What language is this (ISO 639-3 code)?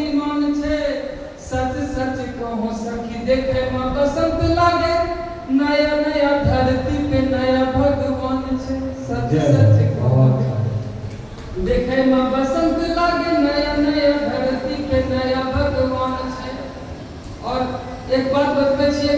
anp